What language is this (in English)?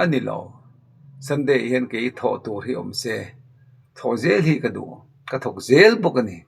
Mizo